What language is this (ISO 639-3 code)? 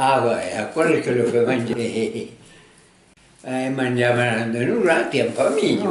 oci